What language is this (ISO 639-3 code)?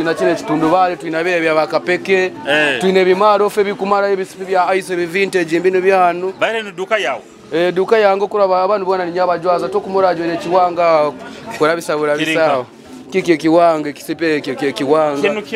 nyo